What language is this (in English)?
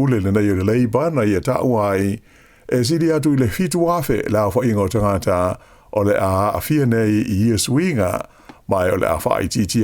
Samoan